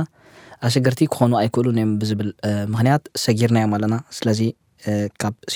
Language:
Tigrinya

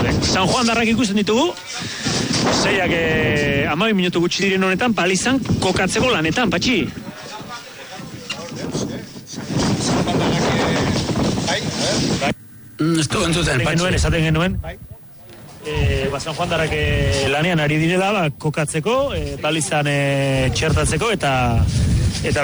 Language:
Basque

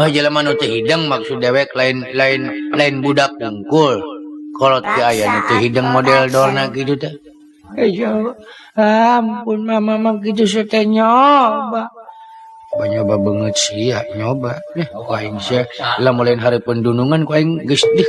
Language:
Sundanese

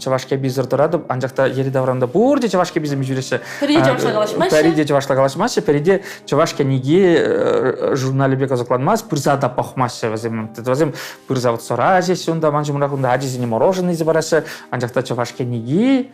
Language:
Chuvash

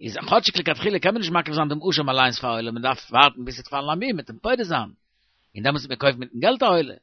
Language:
Yiddish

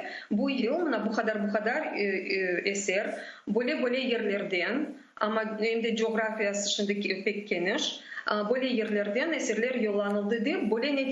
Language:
Crimean Tatar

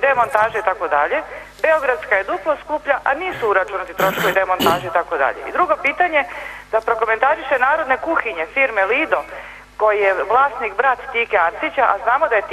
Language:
Serbian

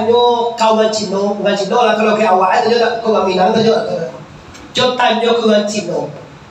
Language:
Minangkabau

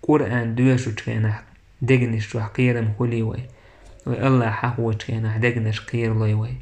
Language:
Chechen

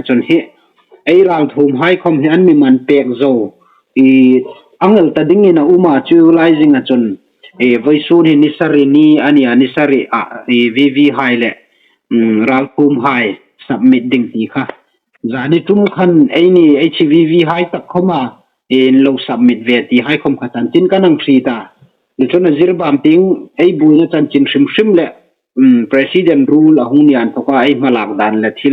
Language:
Hmar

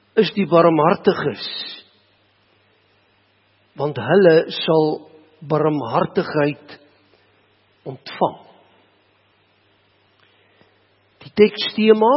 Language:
Afrikaans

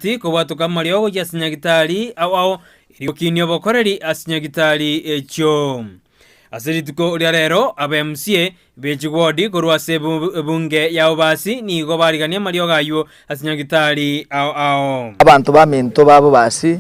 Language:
Gusii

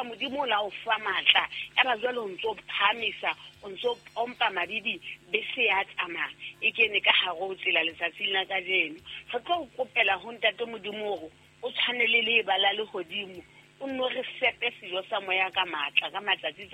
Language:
Southern Sotho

